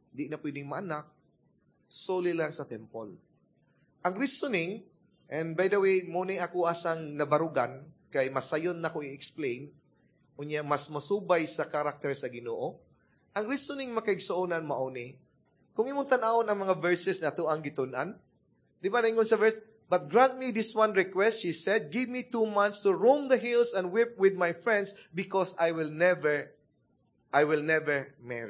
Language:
Cebuano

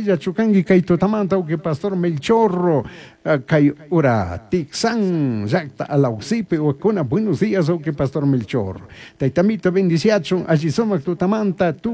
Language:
Chimborazo Highland Quichua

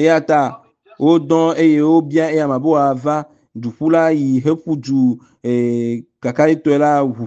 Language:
Ewe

